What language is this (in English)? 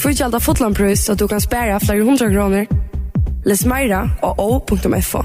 Faroese